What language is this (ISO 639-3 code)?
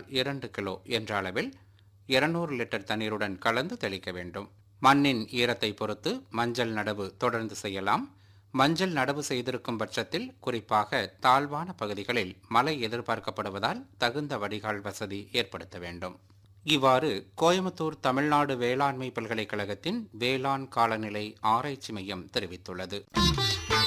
tam